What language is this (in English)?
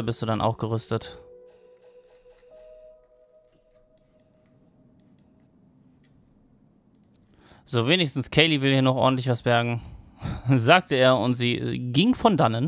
German